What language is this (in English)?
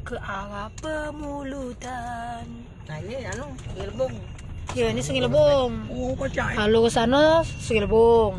Musi